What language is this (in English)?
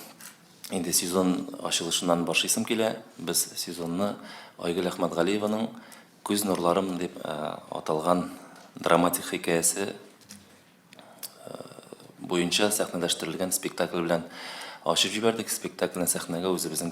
Tatar